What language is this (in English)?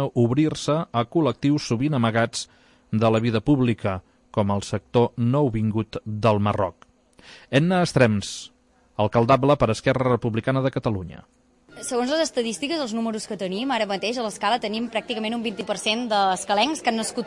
Catalan